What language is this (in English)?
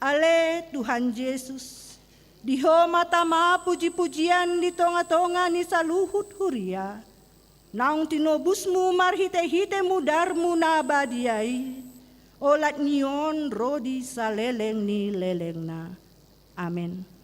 Batak Toba